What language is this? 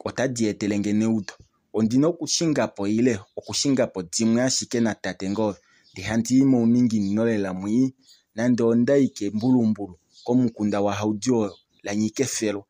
Kuanyama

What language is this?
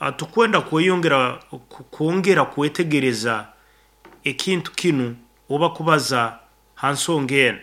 Nyoro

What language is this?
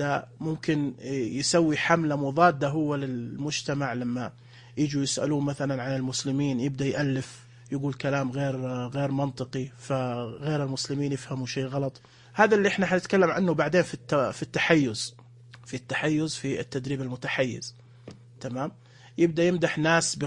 Najdi Arabic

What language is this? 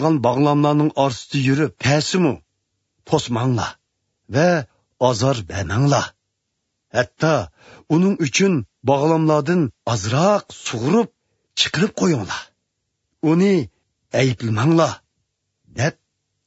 Uyghur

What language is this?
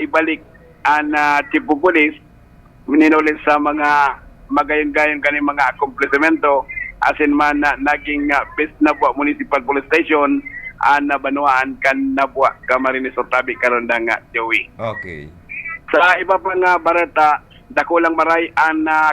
Bikol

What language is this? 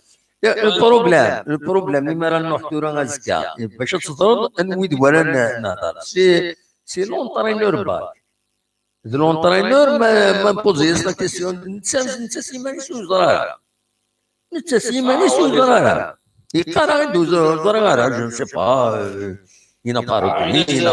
Kabyle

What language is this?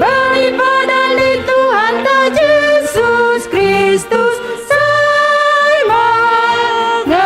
Batak Simalungun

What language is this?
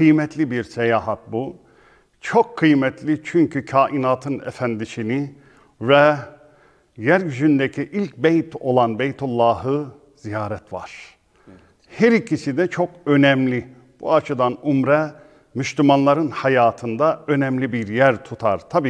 Turkish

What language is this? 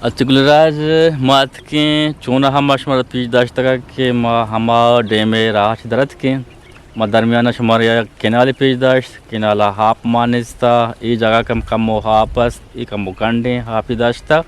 Eastern Balochi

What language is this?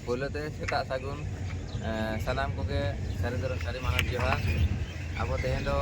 Santali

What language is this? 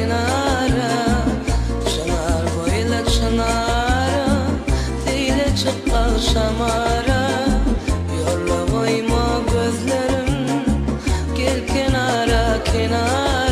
Turkmen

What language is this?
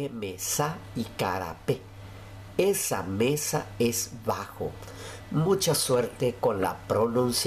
Guarani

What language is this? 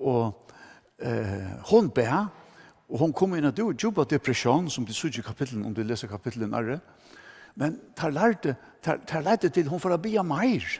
Faroese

